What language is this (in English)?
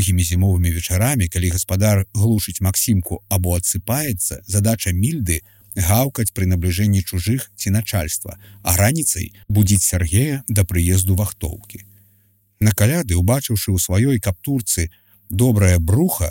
Belarusian